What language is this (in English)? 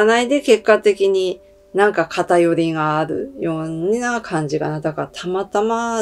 Japanese